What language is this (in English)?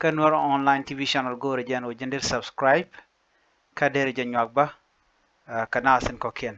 Nuer